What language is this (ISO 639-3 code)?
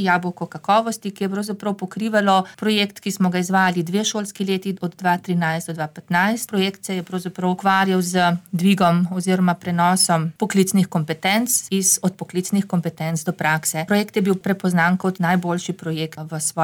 slv